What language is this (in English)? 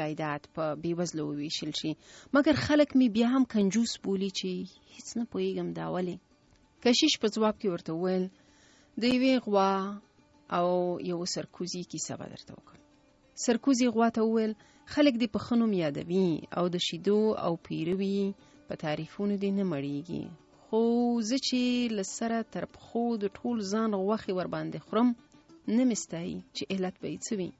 Pashto